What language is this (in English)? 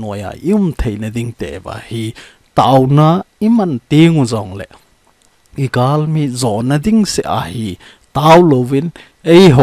Thado Chin